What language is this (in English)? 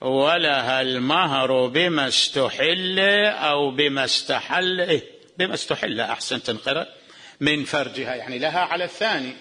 Mesopotamian Arabic